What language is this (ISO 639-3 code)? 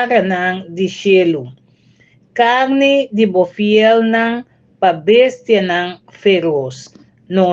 pap